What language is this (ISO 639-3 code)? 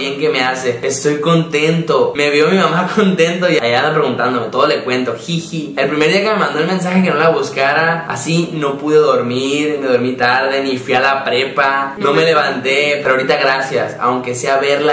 spa